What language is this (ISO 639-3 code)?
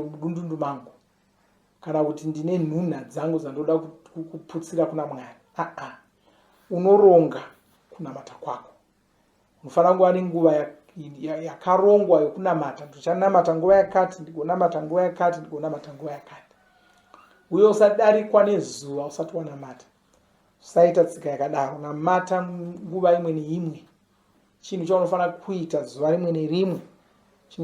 sna